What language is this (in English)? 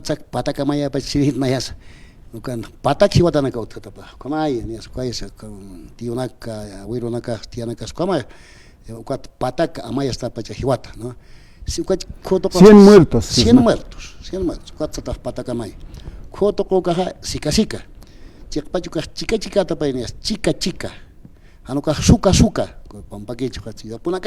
Aymara